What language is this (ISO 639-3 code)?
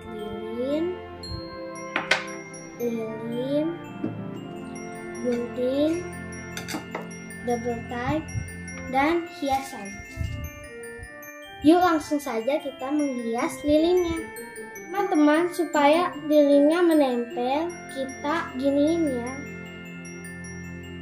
ind